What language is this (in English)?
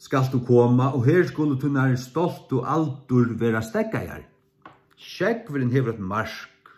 Faroese